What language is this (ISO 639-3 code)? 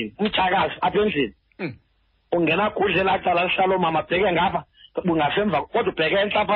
xho